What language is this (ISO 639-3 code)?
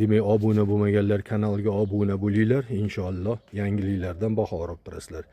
uzb